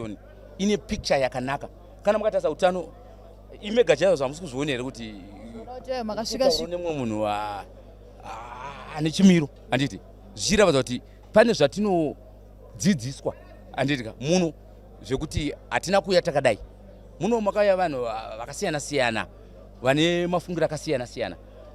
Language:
Shona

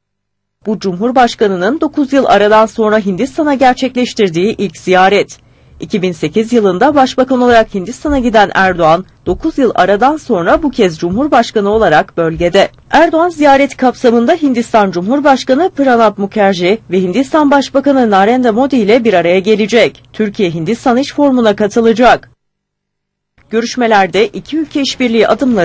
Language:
Turkish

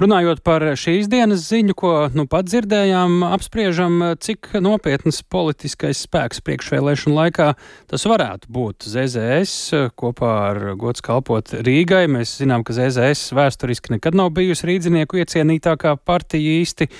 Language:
Latvian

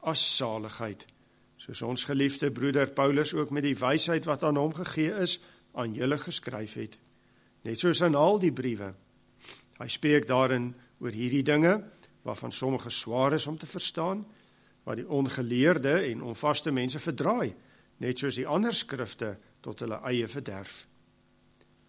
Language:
Afrikaans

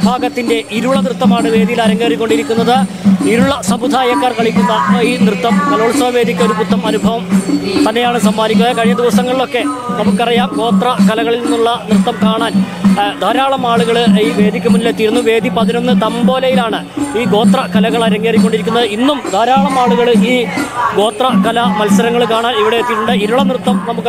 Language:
Malayalam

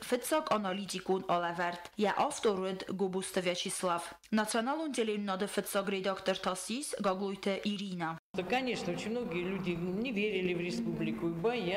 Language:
Ossetic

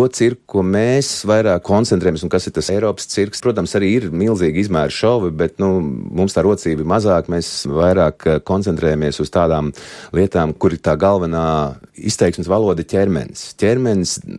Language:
Latvian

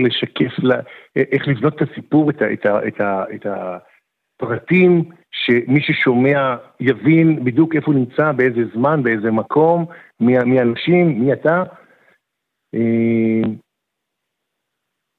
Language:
Hebrew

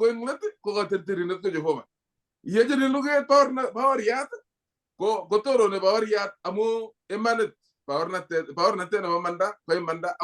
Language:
Kalenjin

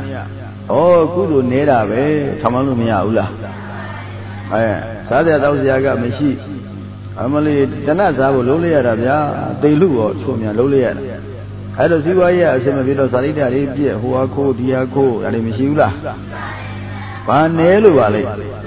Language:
Burmese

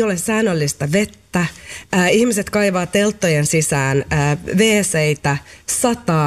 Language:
Finnish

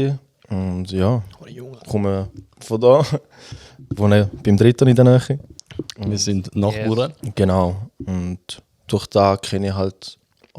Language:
Swiss German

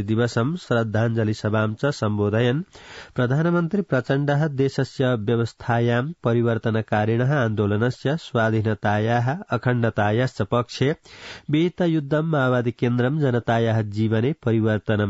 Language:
Sanskrit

